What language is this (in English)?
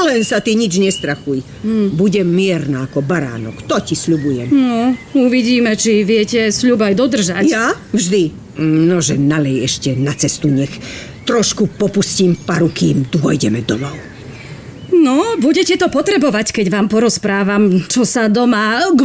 Slovak